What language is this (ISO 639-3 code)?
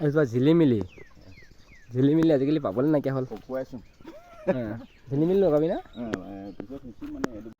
asm